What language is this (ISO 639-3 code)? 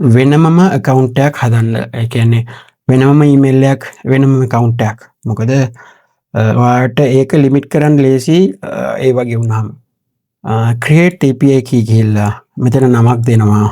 sin